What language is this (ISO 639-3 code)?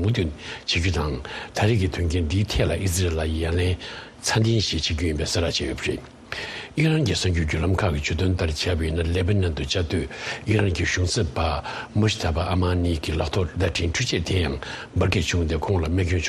bod